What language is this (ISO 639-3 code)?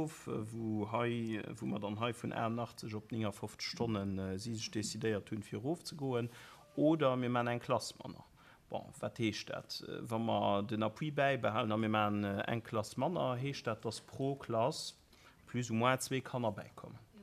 ltz